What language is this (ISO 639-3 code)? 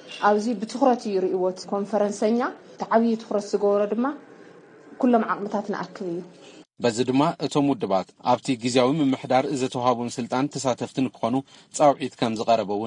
tir